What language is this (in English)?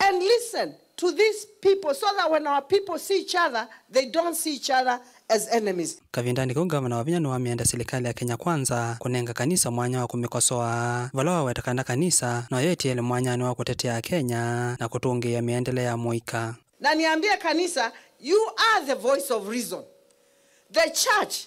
Kamba